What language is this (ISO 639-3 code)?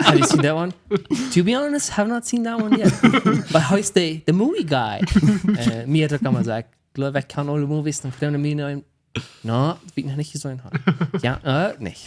pdt